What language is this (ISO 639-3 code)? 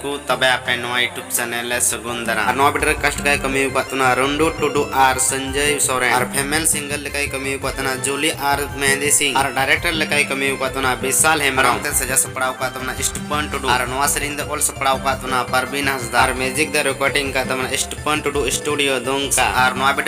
sat